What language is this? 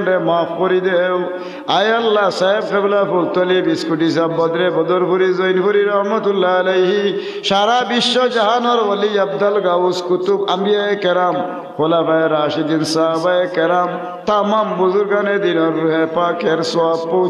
Sylheti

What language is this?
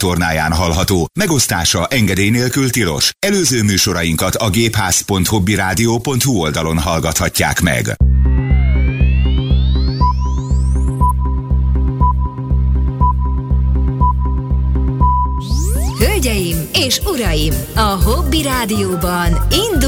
Hungarian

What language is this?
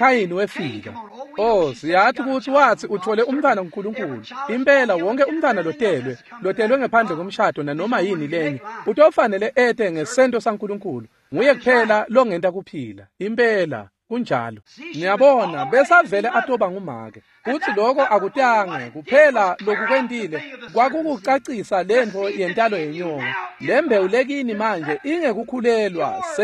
Swati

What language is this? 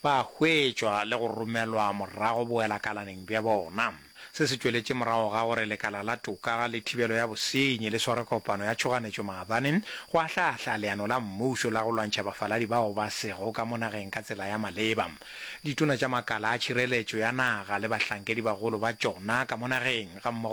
Northern Sotho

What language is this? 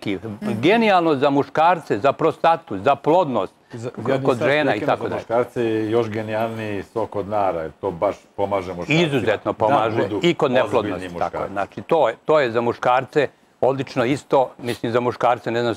Serbian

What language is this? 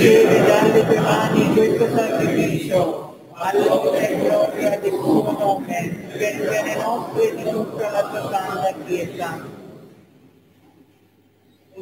Italian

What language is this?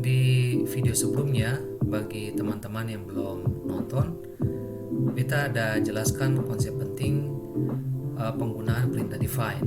Ambonese Malay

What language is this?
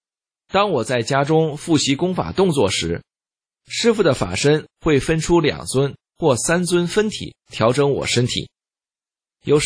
Chinese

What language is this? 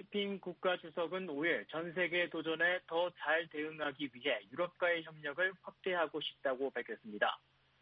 Korean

